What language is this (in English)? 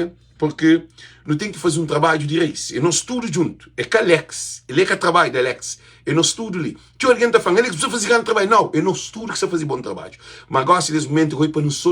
Kabuverdianu